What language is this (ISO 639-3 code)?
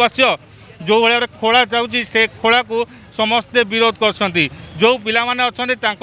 ori